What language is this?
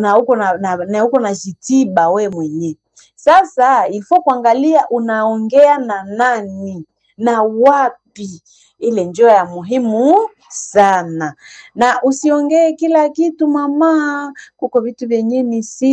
Swahili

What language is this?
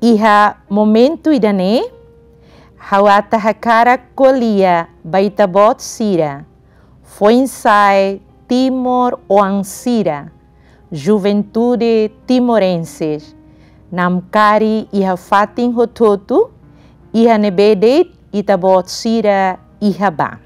Tetum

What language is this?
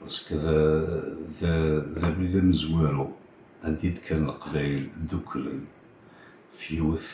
Kabyle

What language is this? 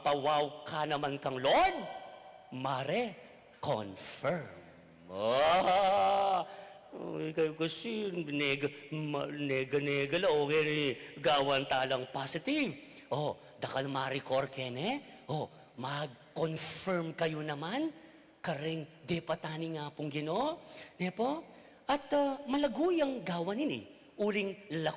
Pampanga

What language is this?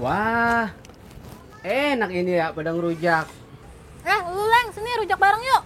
Betawi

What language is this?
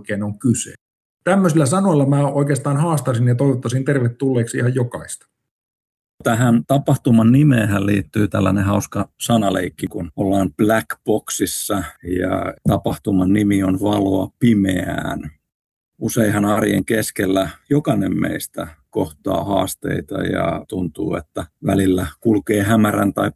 Finnish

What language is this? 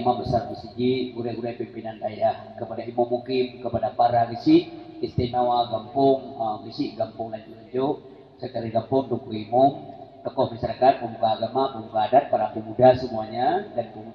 Achinese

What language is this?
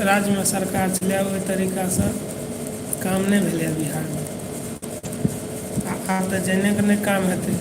Maithili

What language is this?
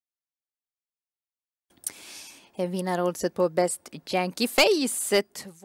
Swedish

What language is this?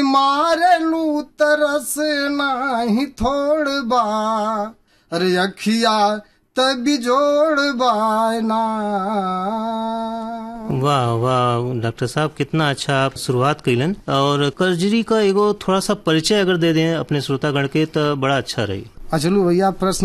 Bhojpuri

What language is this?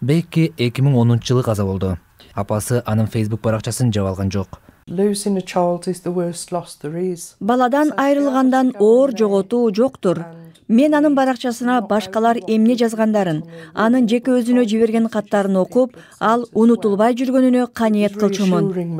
Kyrgyz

